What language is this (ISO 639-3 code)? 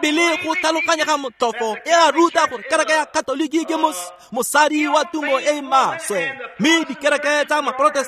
tsn